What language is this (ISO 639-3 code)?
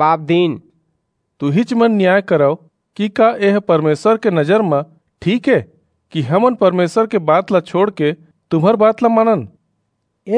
hne